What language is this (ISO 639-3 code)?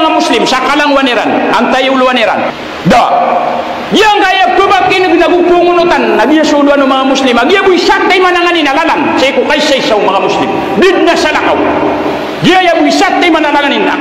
mrw